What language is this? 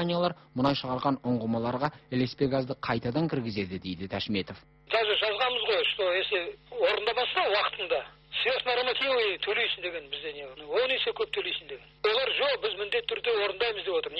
Kazakh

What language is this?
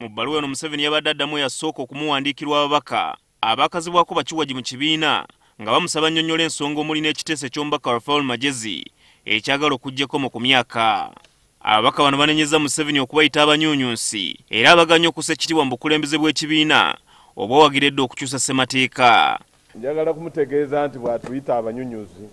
Ganda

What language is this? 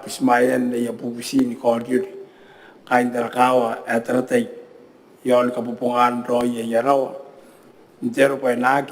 Gilbertese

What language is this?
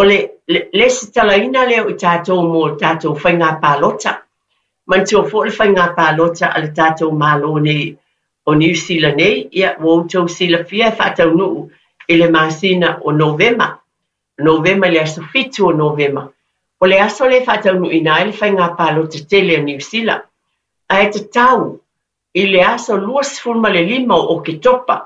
Samoan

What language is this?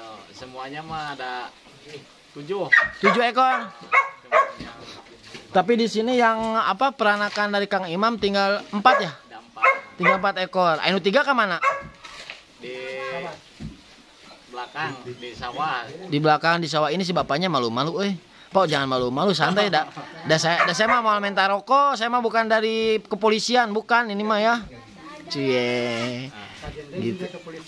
Indonesian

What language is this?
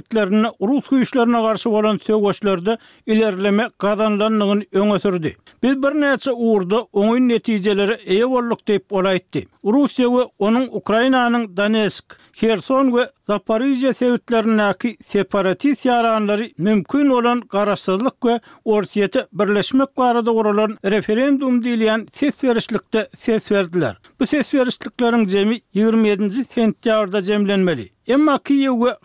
Turkmen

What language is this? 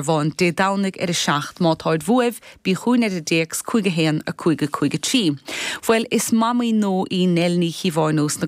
Irish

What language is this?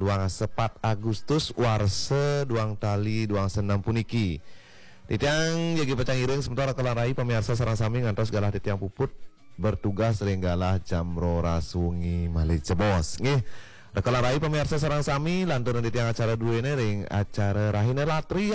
Balinese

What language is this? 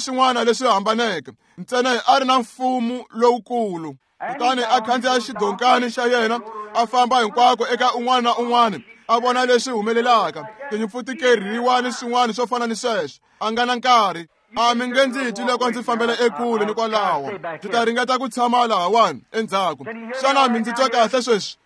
Tsonga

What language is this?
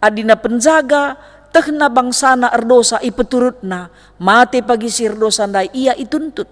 Batak Karo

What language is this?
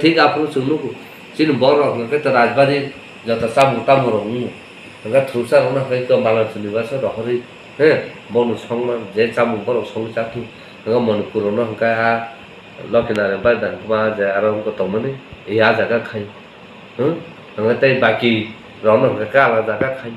Kok Borok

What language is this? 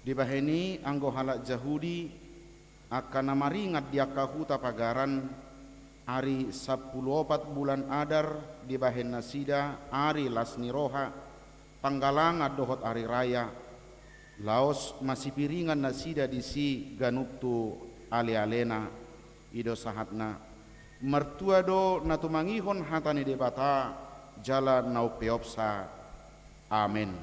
Batak Toba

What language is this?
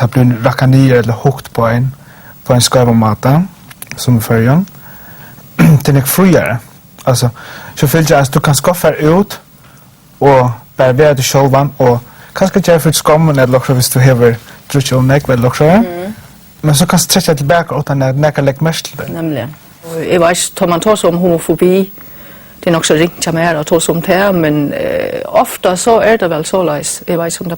Faroese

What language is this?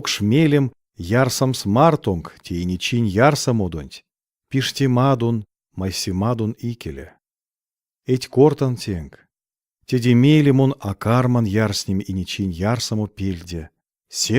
Erzya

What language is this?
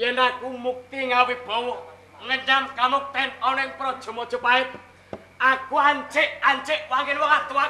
Javanese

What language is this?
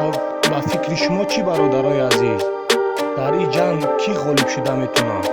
Tajik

